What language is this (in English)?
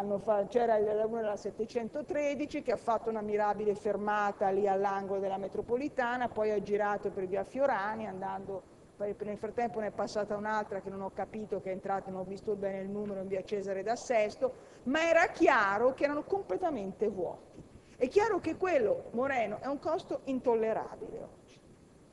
Italian